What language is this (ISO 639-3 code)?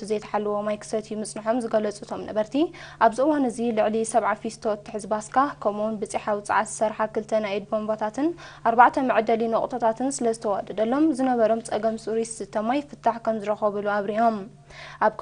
tir